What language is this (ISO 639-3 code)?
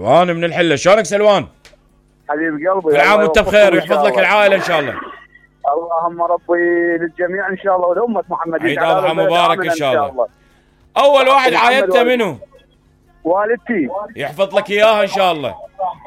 acm